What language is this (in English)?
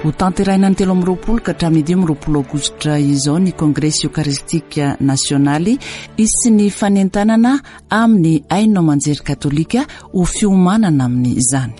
Malagasy